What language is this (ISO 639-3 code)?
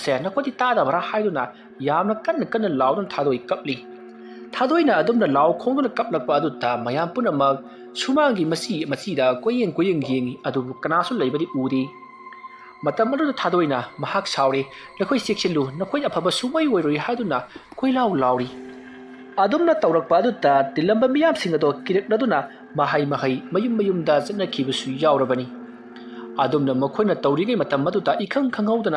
mni